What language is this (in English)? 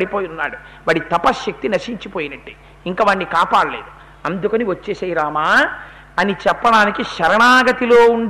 Telugu